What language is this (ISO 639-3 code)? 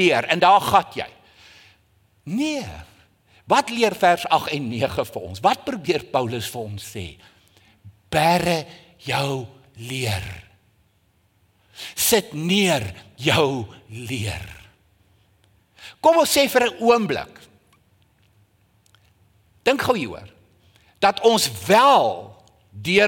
afr